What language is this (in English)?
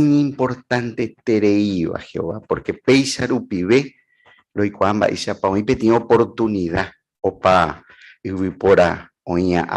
Guarani